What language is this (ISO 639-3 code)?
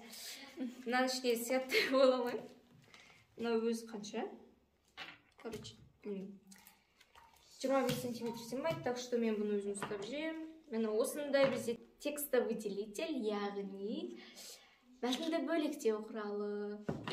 kaz